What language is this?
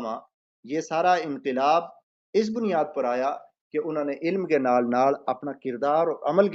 Gujari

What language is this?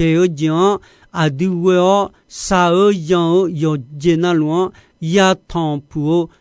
Akha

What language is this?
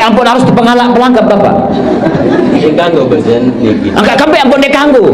Sasak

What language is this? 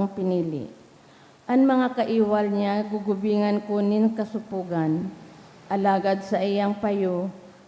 Bikol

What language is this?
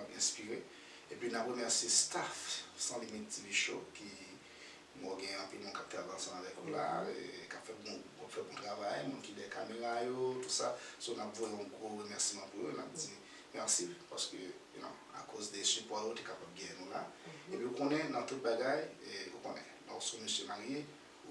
Haitian Creole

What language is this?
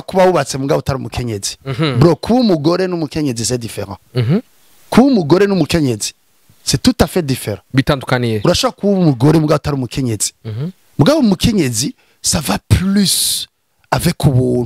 Rundi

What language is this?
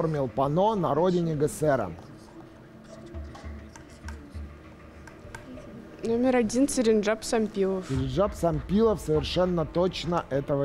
Russian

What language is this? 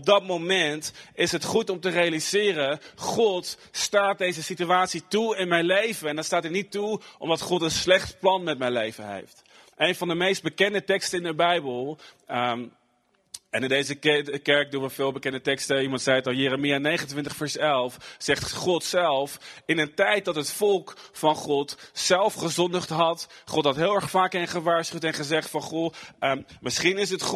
Dutch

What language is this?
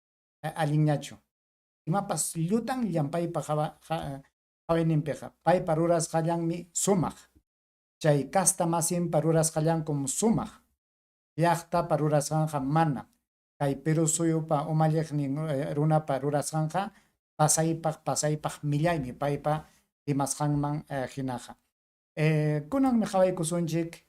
Ayacucho Quechua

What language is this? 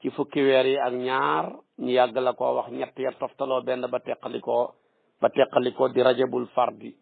Wolof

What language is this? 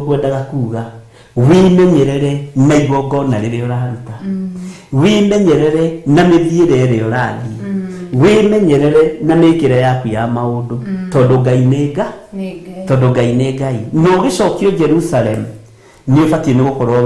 Kikuyu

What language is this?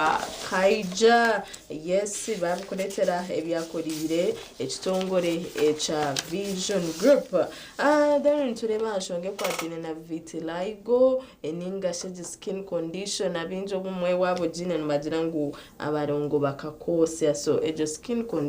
Nyankole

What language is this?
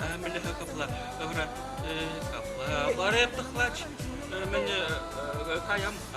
Chuvash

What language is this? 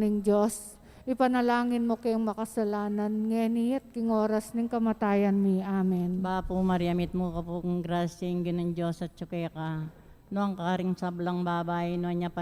Pampanga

